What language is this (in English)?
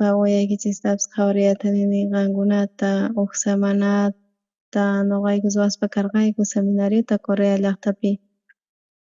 South Bolivian Quechua